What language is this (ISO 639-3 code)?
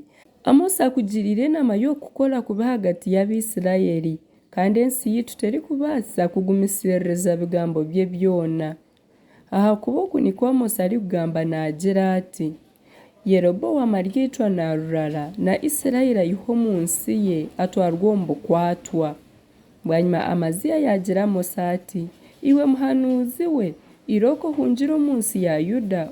nyn